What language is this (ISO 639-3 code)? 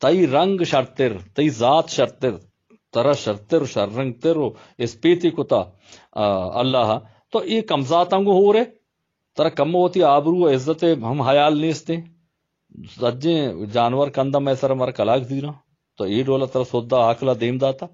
bal